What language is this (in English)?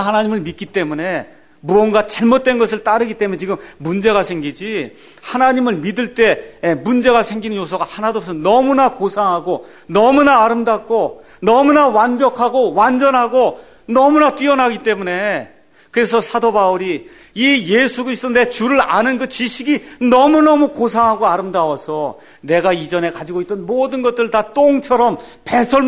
Korean